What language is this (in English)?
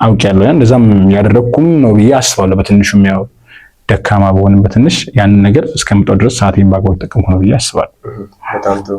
Amharic